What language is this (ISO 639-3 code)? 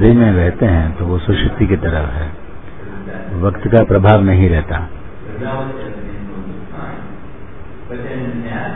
hin